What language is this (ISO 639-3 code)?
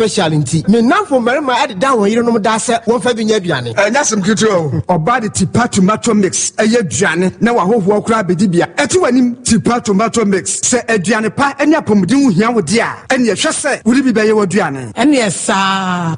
aka